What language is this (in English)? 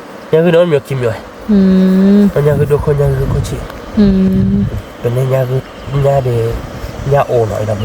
S'gaw Karen